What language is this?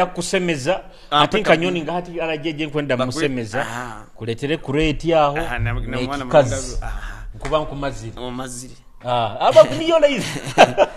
Nyoro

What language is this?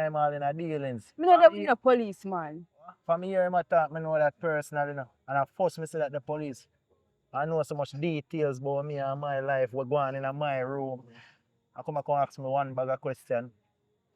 Jamaican Creole English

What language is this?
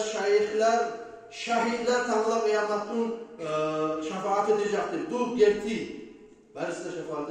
Kumyk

